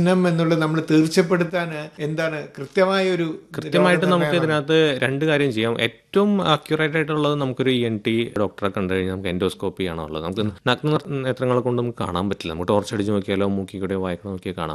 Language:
Malayalam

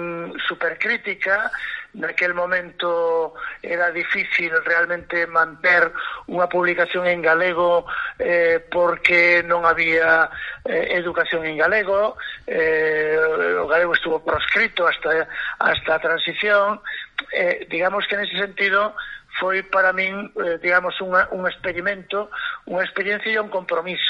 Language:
Galician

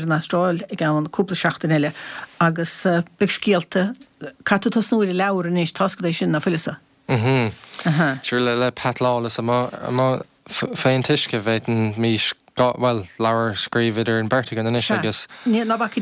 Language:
Irish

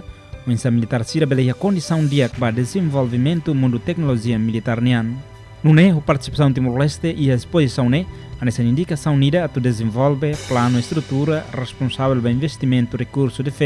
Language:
Tetum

